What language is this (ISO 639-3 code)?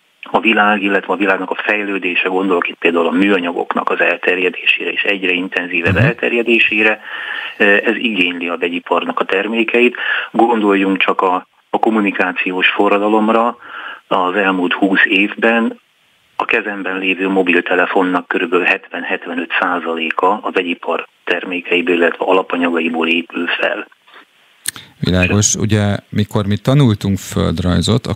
hun